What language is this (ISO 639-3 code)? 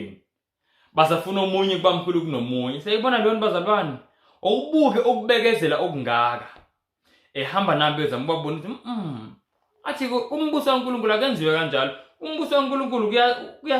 zul